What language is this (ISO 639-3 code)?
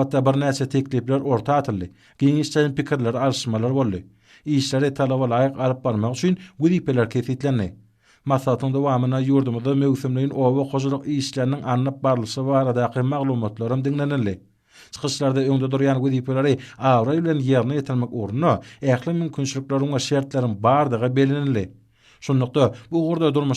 tuk